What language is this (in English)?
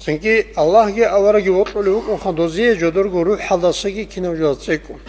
Avaric